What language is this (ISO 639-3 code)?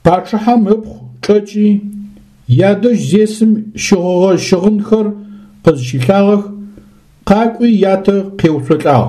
ady